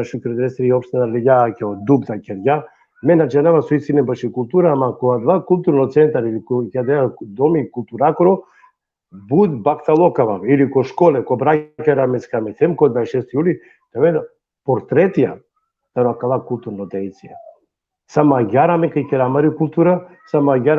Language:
Balkan Romani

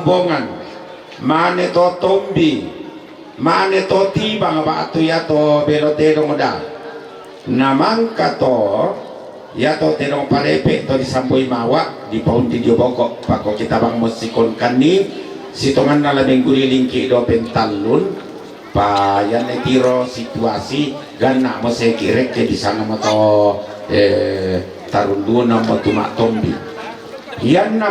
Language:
Toraja-Sa'dan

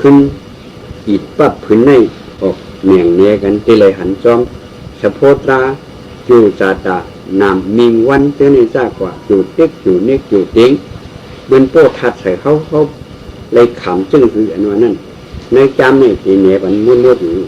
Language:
Shan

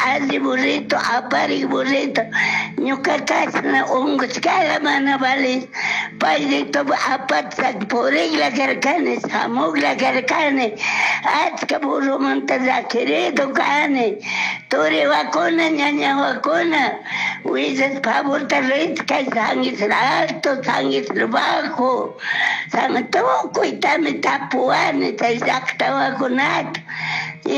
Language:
Chimborazo Highland Quichua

